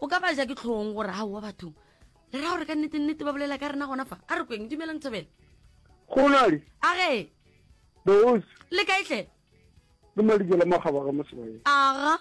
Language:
Northern Sotho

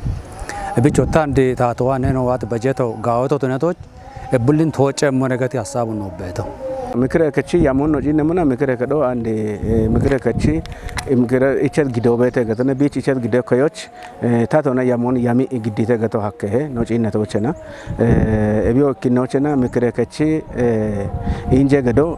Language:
Kafa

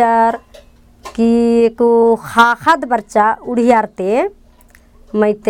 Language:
Kurukh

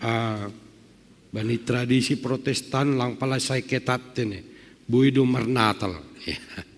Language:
Batak Simalungun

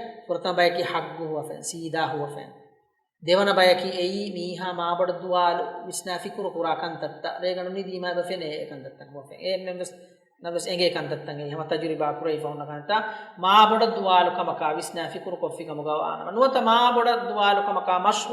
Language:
Divehi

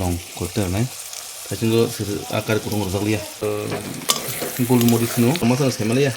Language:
Kok Borok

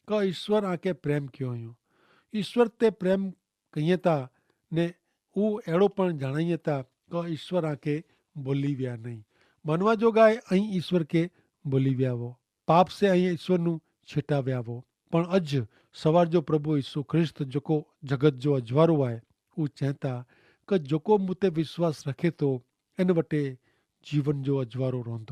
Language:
Kachhi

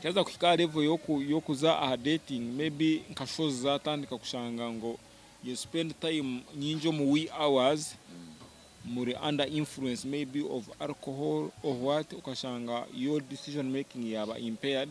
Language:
Nyankole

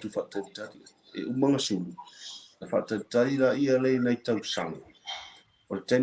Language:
Samoan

